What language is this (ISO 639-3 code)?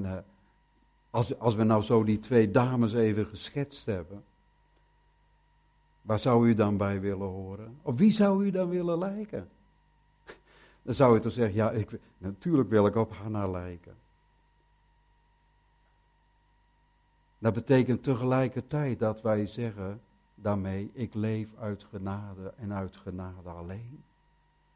nld